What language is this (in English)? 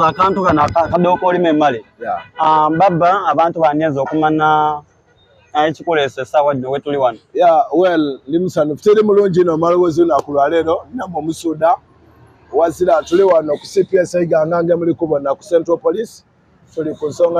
Soga